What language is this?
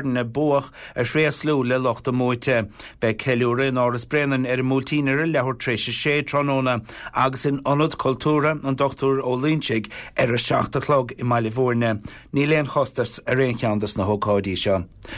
Irish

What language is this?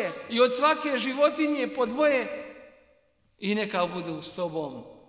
Bosnian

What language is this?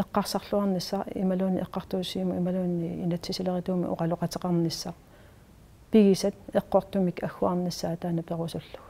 Kalaallisut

